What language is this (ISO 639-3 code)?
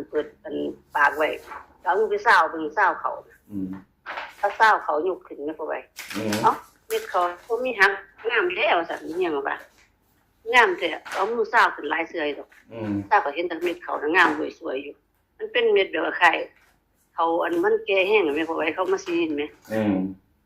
tts